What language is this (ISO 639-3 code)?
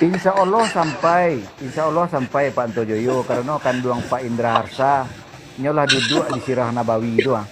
min